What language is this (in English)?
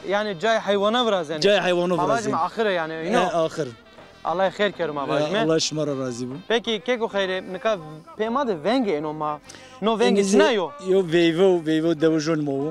Zaza